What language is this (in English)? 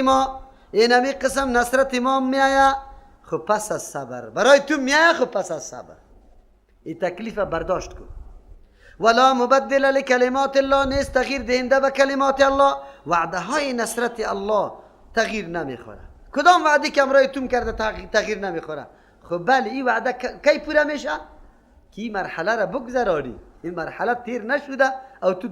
Persian